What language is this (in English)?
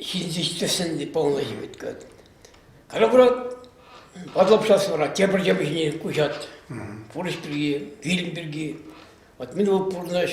Chuvash